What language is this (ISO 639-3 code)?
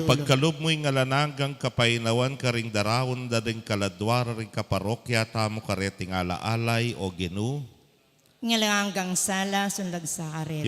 pam